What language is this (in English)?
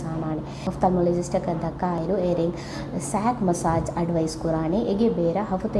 Divehi